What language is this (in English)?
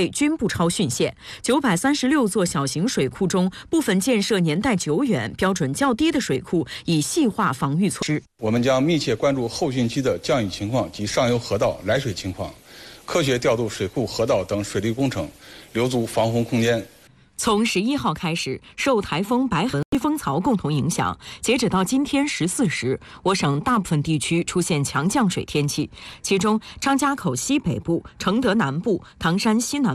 Chinese